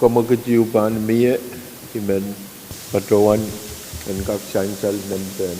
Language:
Pohnpeian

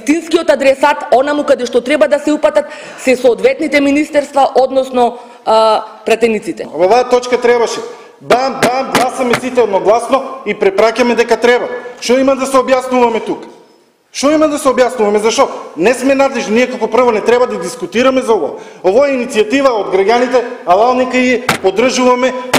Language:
Macedonian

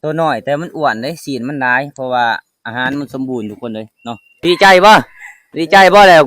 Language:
Lao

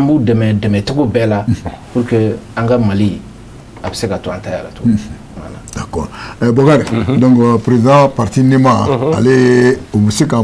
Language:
Bambara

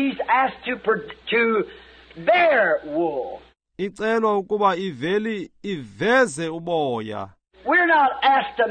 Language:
Xhosa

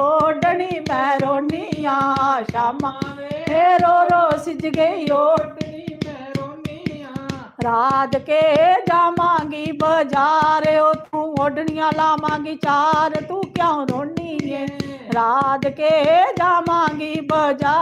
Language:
Dogri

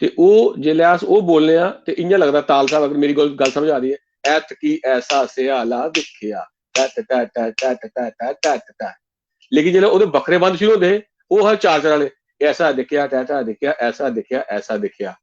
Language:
Dogri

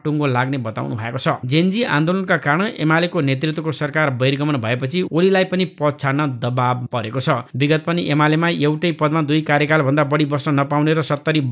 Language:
Nepali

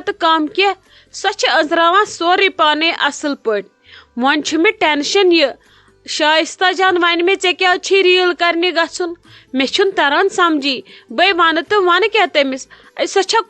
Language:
Kashmiri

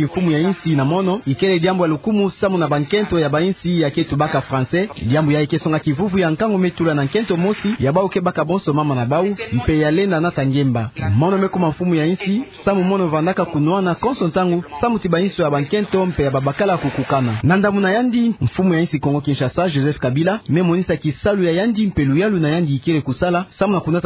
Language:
Kituba (Democratic Republic of Congo)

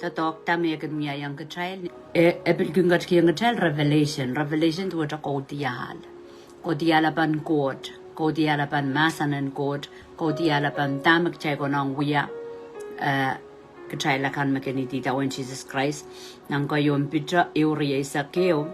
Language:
Pohnpeian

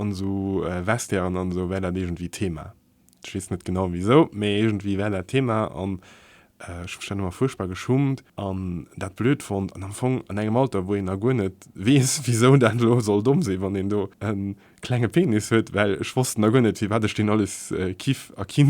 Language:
Luxembourgish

